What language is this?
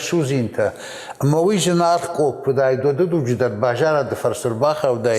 Ossetic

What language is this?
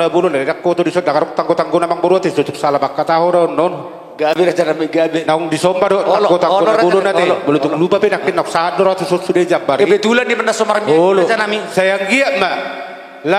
Batak Toba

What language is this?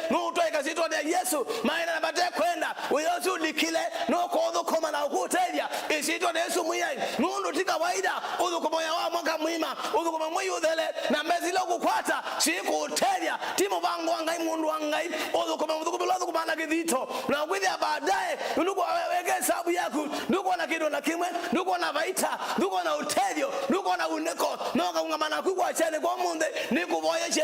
Kamba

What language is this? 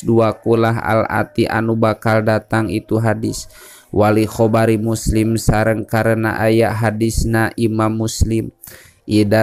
Sundanese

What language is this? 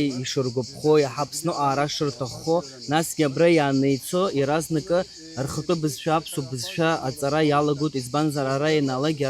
Abkhazian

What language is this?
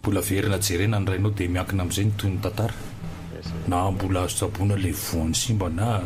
Malagasy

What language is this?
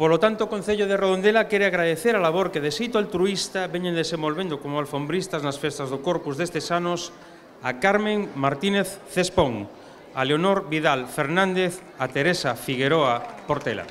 Galician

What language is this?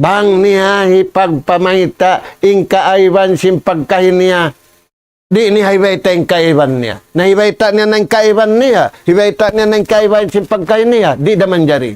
Tausug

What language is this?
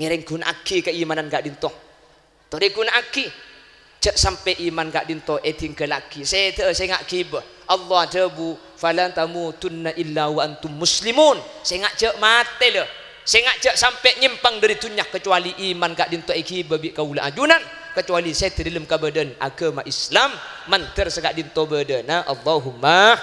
Madurese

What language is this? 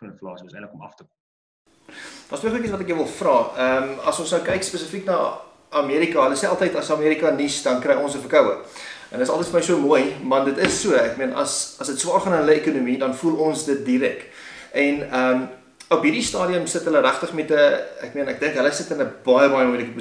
Afrikaans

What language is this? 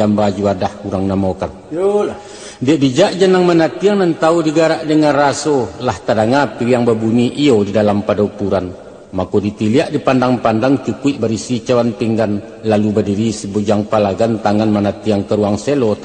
Minangkabau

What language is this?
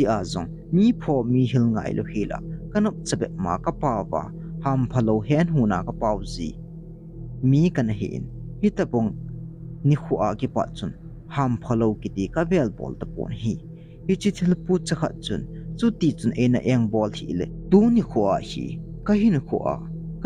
Thado Chin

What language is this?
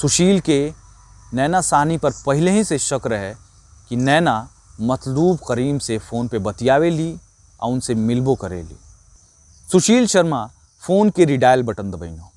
Bhojpuri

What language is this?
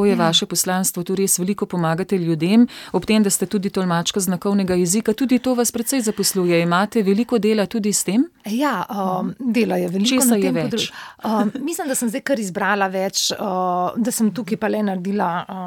Slovenian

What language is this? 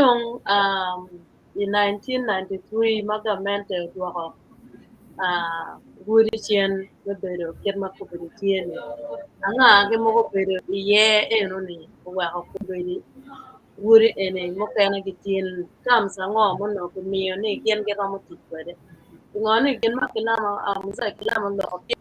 Acoli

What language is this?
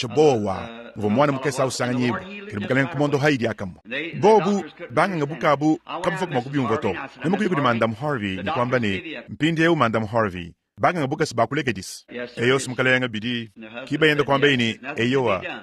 Luba-Lulua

